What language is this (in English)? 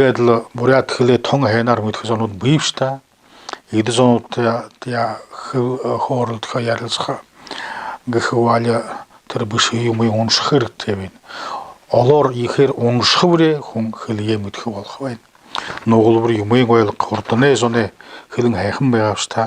Buriat